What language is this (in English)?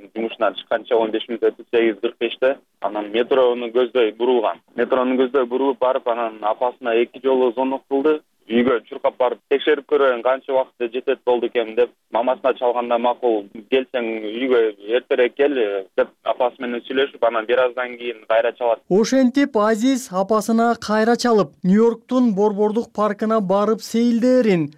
Kyrgyz